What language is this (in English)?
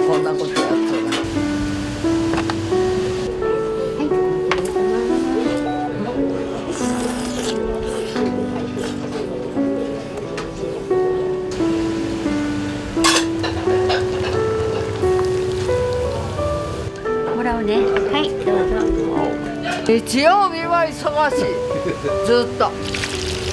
Japanese